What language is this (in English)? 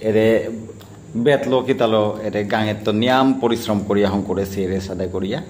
Bishnupriya